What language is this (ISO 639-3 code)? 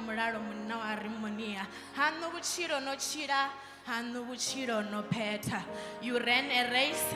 ven